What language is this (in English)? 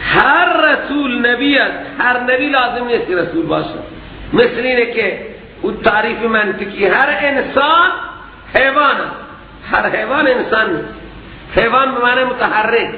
Persian